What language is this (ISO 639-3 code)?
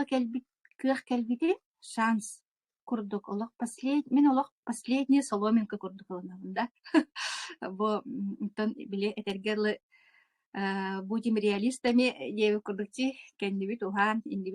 sah